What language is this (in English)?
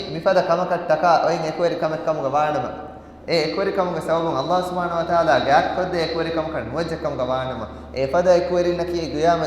Divehi